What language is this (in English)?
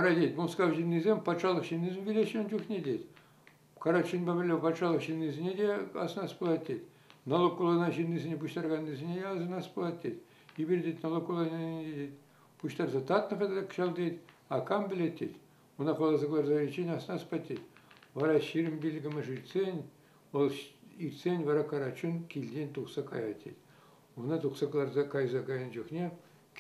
Chuvash